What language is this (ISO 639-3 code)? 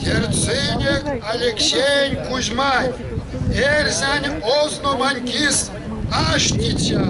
myv